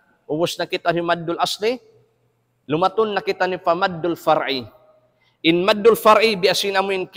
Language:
Tausug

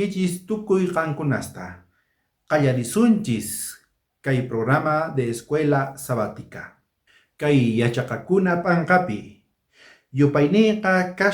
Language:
South Bolivian Quechua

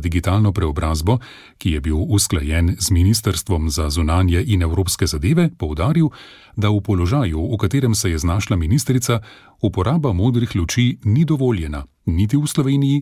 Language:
Slovenian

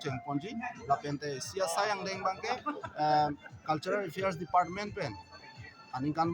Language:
Karbi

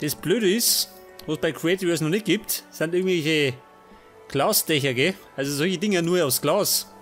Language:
Bavarian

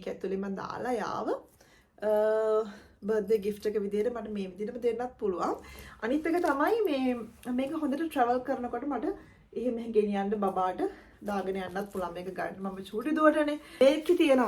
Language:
Sinhala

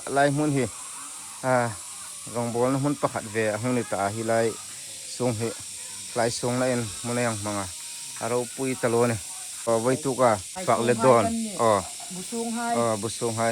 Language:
Hmar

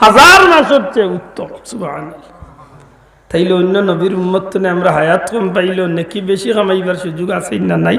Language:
Sylheti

